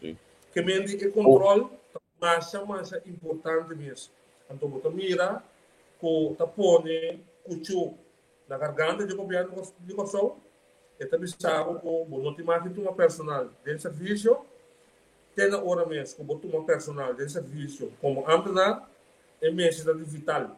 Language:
Papiamento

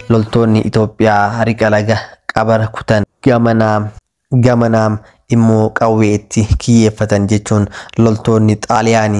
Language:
Oromo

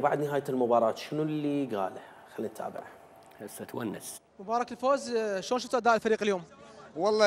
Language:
Mesopotamian Arabic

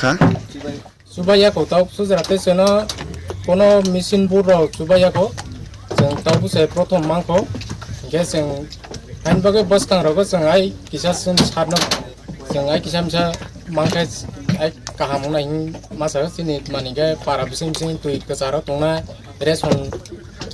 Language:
Riang (India)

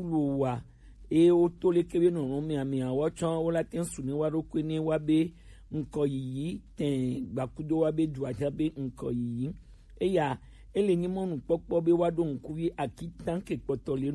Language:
Gen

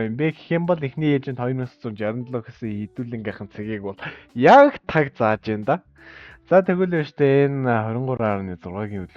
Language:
Mongolian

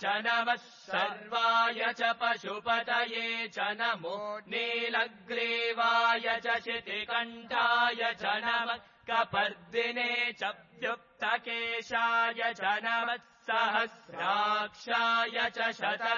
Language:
Sanskrit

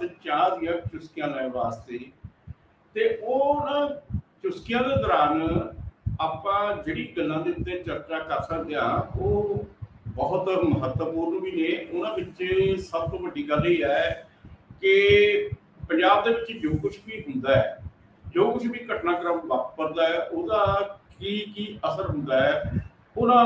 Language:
Punjabi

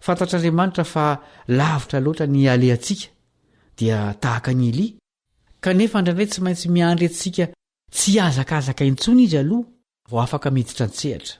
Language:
Malagasy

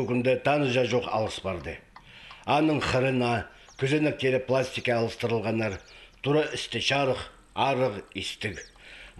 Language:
Khakas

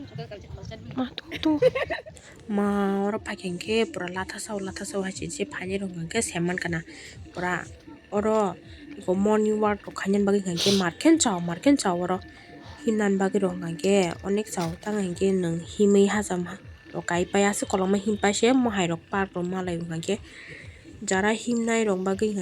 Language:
Kok Borok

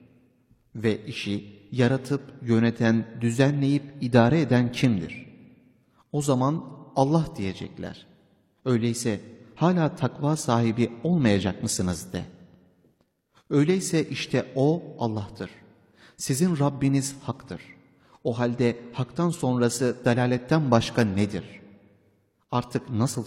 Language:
Turkish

